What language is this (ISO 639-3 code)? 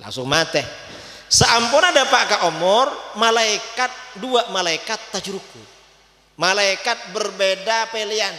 mad